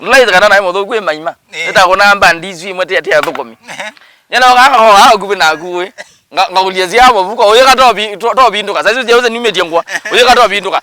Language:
Kamba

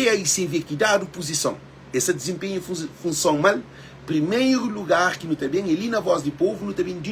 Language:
Kabuverdianu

